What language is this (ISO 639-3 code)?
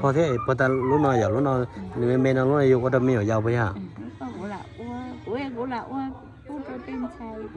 hmn